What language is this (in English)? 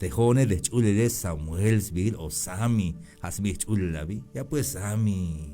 Tzeltal